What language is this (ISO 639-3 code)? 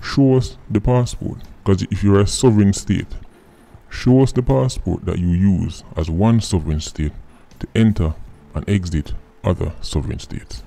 jam